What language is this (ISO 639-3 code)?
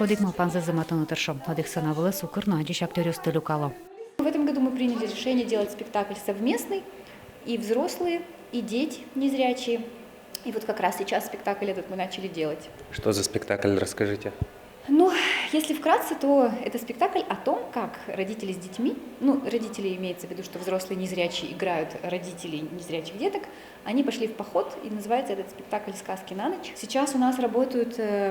udm